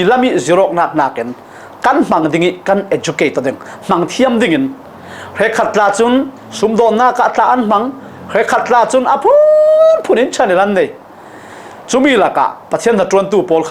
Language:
Falam Chin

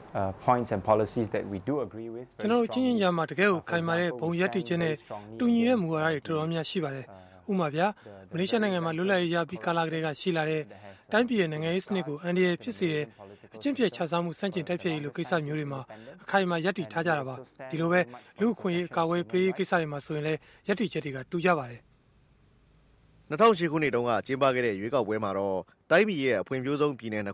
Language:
Burmese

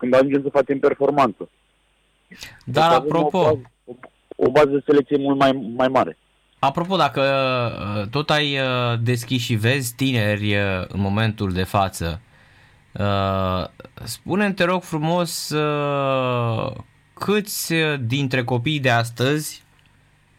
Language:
Romanian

